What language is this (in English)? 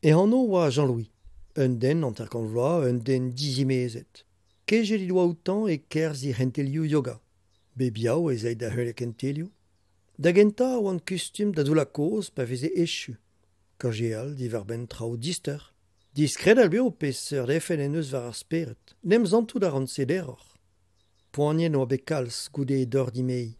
Breton